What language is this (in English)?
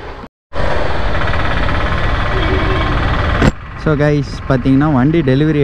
Tamil